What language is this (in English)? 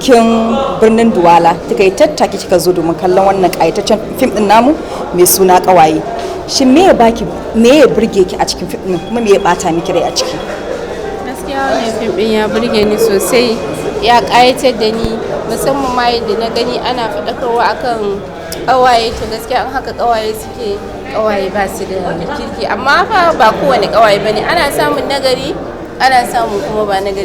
Hausa